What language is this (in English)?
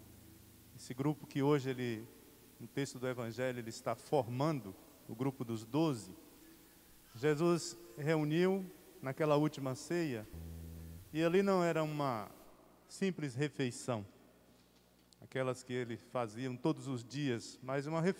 Portuguese